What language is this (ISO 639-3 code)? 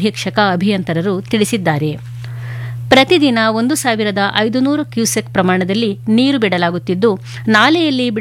kan